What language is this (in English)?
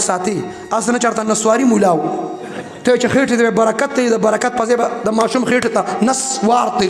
Pashto